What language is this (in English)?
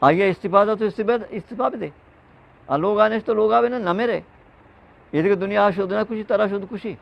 Eastern Balochi